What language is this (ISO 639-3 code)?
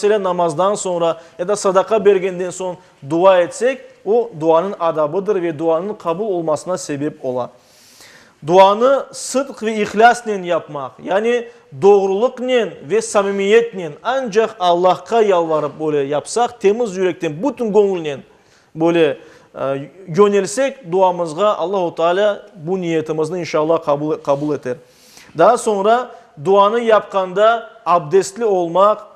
crh